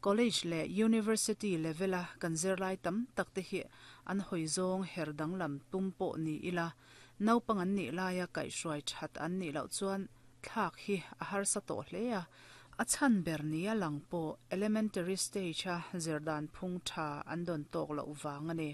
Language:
Mizo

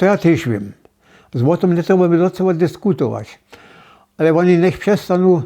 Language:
Upper Sorbian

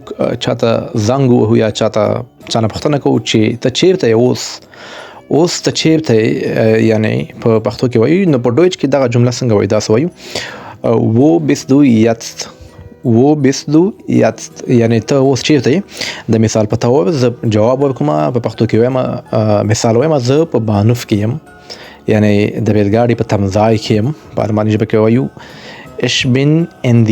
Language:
Pashto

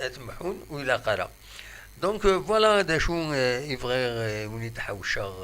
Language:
Kabyle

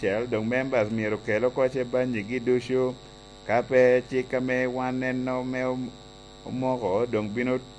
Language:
Lango (Uganda)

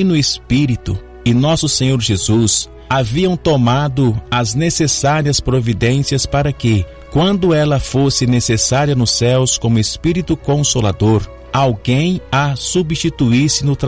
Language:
Portuguese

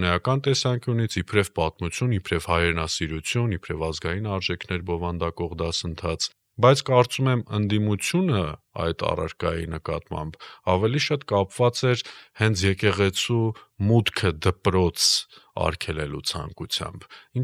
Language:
Armenian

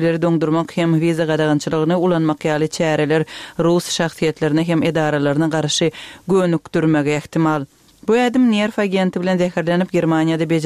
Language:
Turkmen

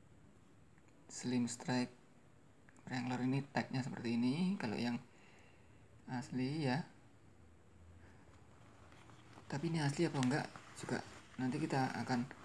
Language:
Indonesian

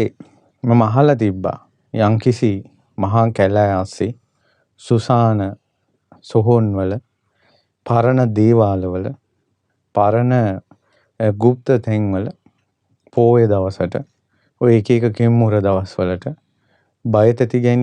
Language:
Sinhala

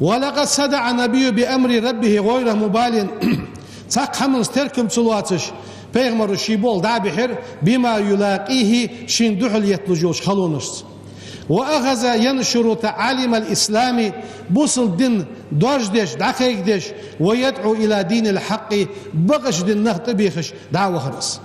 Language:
Ingush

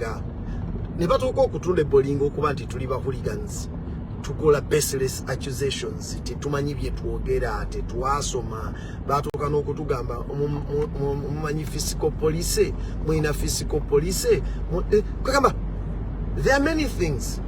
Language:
Ganda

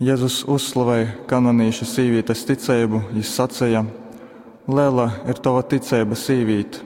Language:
Latgalian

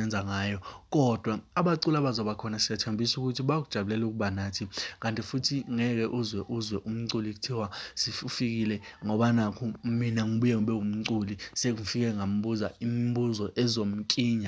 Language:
Zulu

